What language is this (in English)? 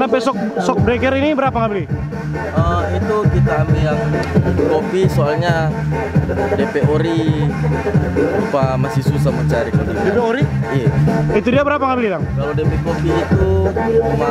Manado Malay